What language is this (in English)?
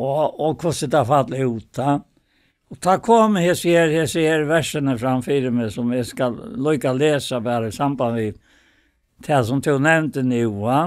Faroese